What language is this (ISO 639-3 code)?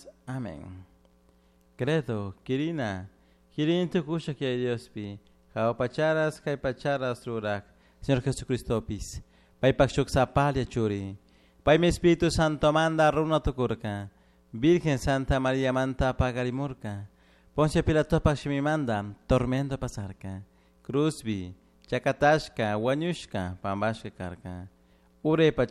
qug